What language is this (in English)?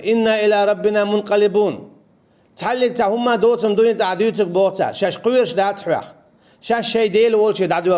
Chechen